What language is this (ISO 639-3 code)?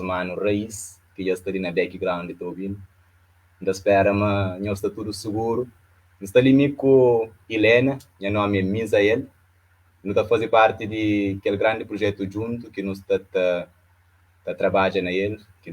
kea